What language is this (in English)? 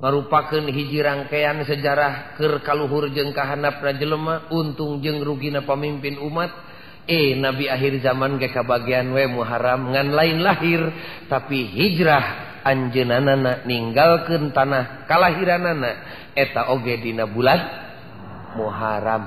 Sundanese